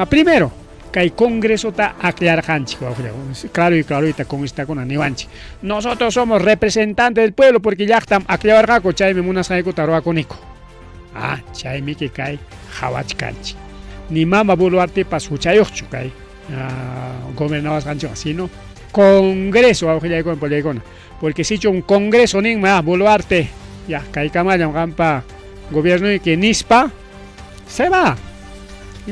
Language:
Ayacucho Quechua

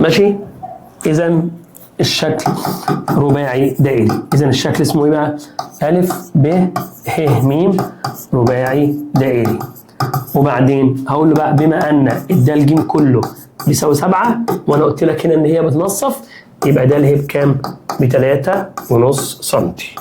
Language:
Egyptian Arabic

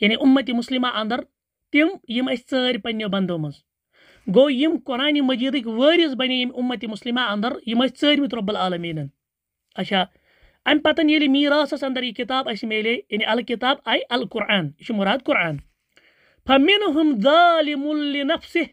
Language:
Kashmiri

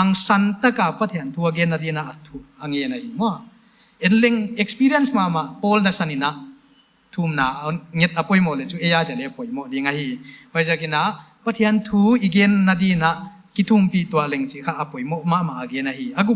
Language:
Paite Chin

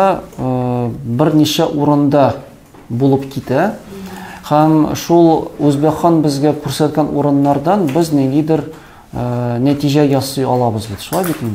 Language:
Tatar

